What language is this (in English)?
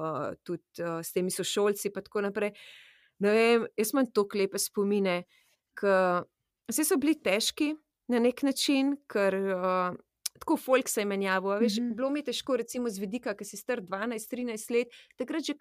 Slovenian